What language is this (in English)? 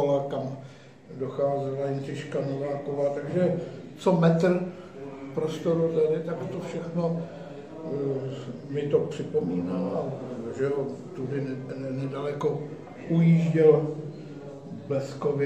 Czech